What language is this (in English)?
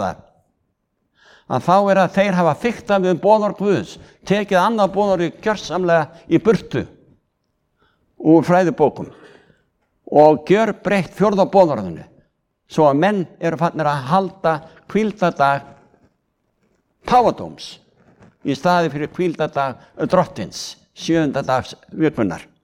Icelandic